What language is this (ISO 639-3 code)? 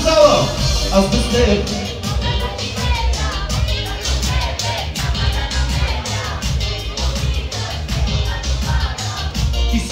bul